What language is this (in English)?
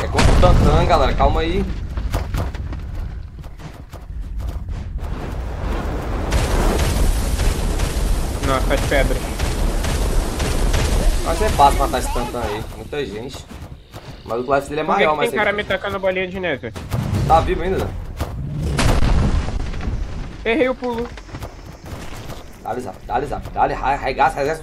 Portuguese